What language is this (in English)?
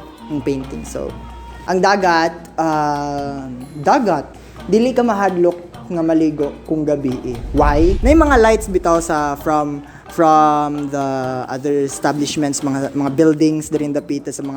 Cebuano